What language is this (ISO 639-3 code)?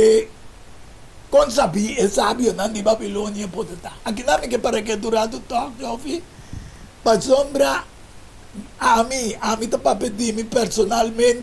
pap